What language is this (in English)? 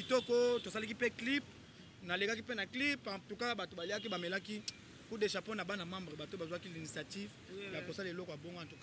Lingala